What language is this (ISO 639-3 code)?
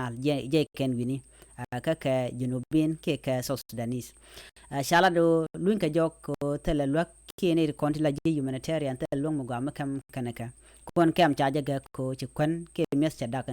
nus